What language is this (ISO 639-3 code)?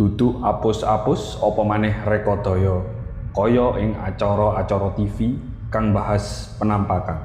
jav